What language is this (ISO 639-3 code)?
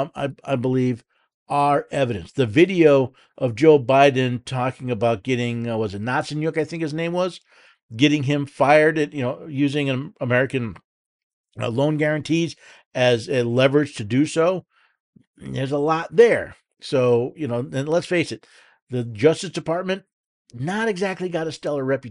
eng